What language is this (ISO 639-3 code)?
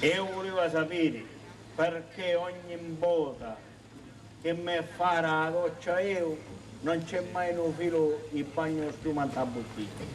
scn